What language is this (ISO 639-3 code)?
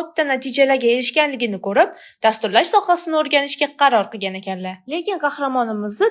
uzb